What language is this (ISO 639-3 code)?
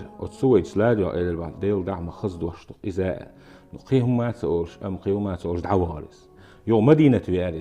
che